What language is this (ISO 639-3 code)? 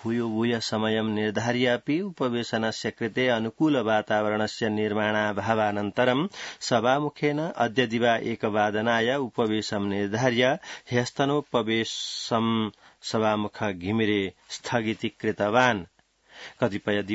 san